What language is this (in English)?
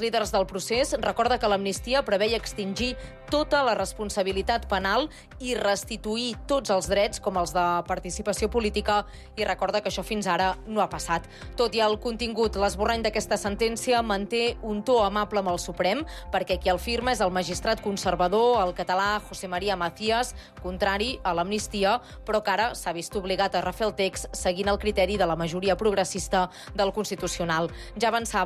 Catalan